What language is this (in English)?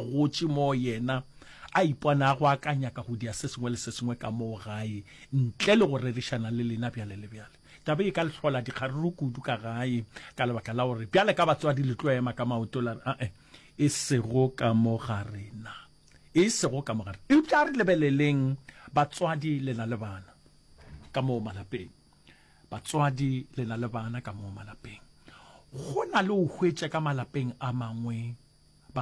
Northern Sotho